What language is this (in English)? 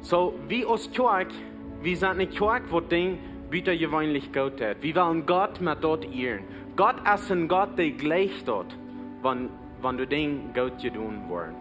Plautdietsch